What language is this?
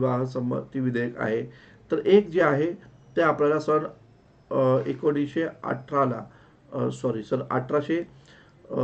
Marathi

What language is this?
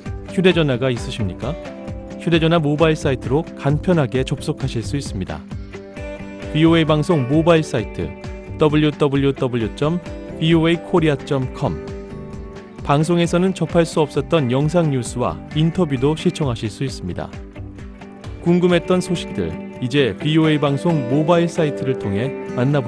Korean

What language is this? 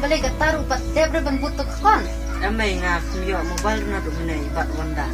Khasi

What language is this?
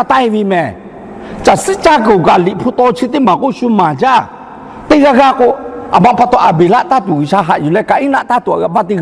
Lahu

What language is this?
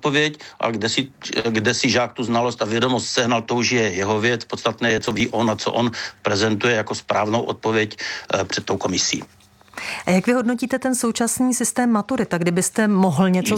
Czech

